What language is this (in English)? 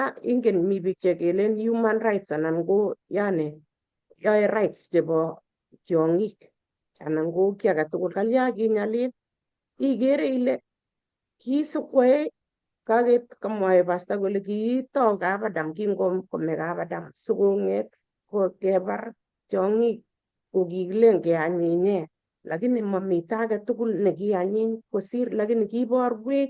Kalenjin